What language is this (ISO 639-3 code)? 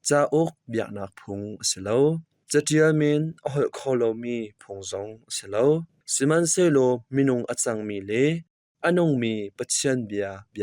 cnh